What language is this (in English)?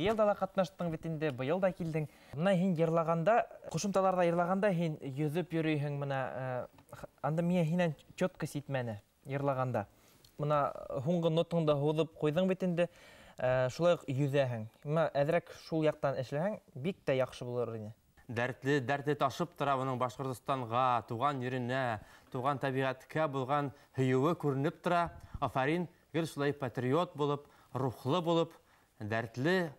Bashkir